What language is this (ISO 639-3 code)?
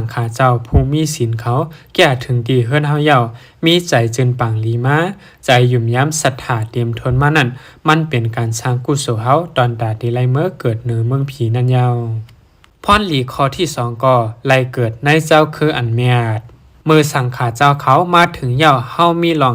shn